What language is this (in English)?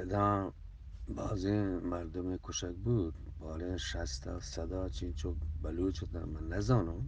Eastern Balochi